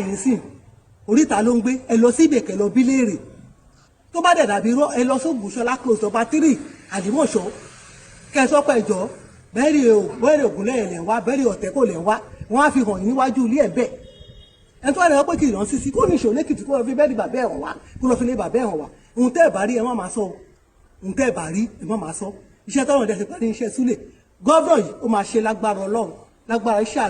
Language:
Yoruba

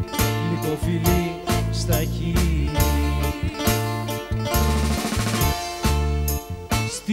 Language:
Greek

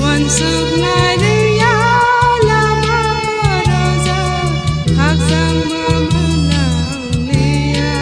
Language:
Kok Borok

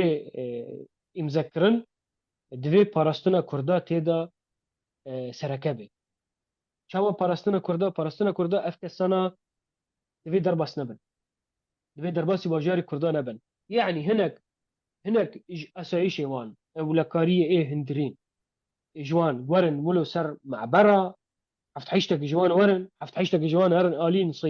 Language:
Kurdish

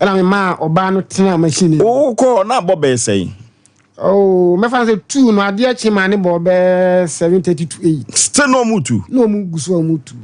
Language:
Akan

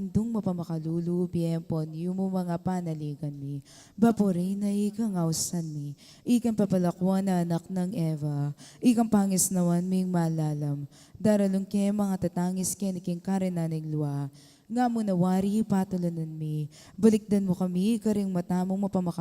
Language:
Pampanga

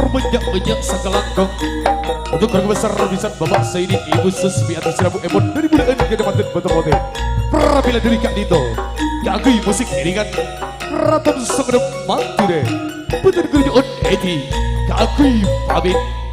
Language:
Madurese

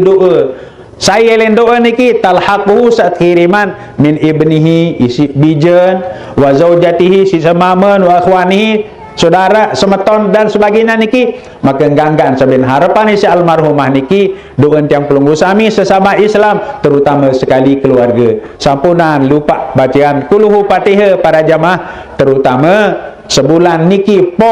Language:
Sasak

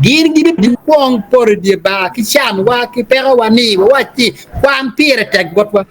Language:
Acoli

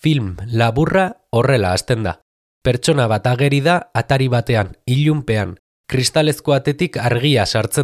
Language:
Basque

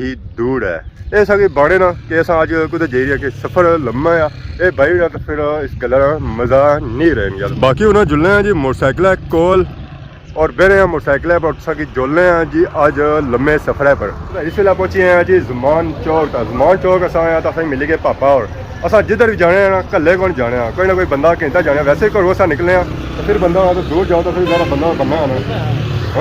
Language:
Pahari-Potwari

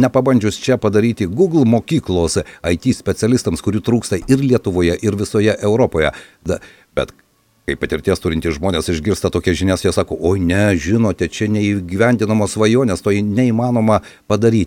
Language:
Lithuanian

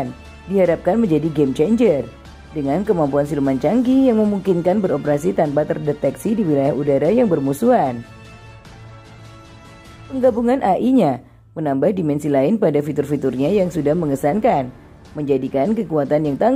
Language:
Indonesian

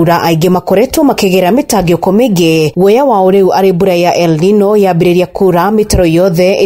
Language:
Kikuyu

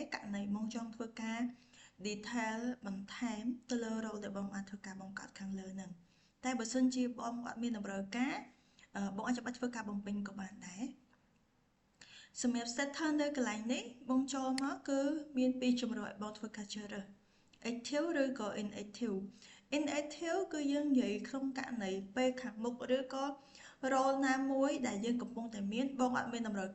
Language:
Khmer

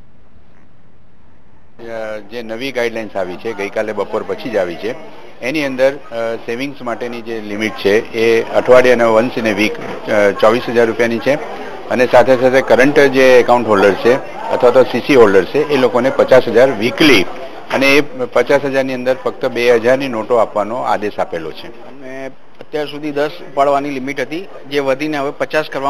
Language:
Gujarati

